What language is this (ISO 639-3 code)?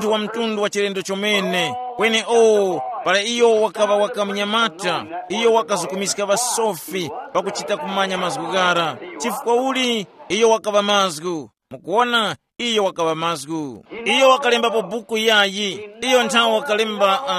tum